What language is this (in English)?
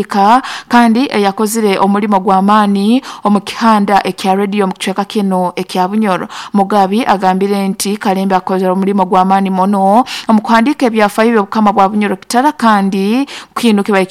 Nyoro